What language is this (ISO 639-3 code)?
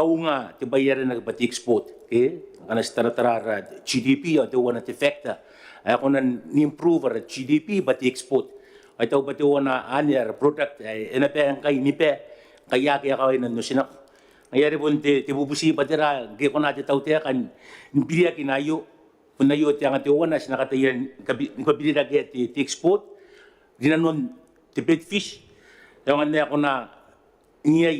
gil